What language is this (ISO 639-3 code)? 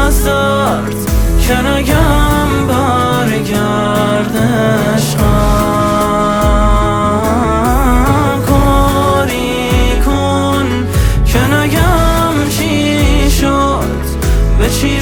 fas